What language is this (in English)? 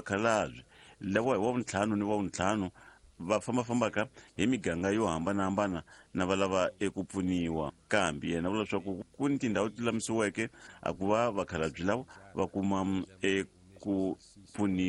Tsonga